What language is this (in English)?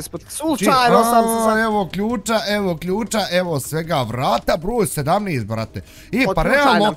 Bosnian